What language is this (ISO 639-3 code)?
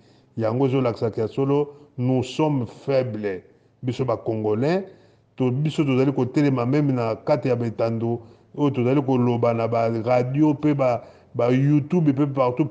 lin